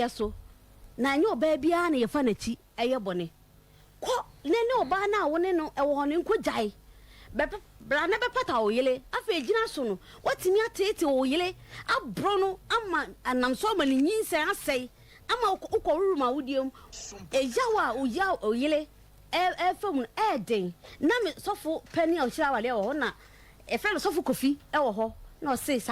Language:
Akan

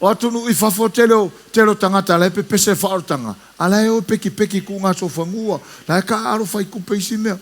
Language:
Samoan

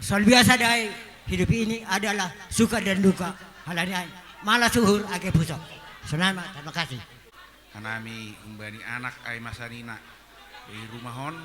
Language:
Batak Simalungun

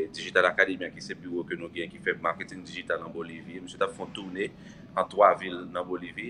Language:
Haitian Creole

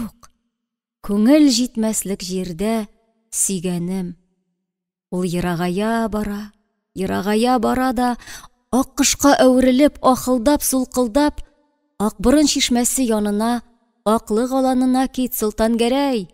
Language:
Tatar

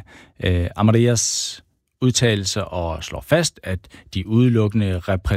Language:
Danish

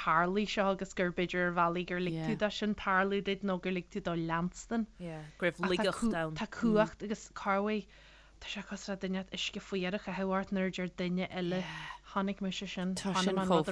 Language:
Irish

